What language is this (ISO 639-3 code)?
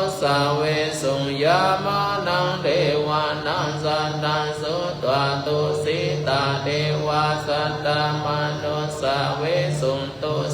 pli